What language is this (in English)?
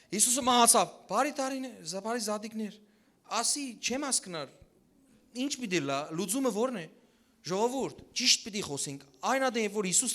Western Armenian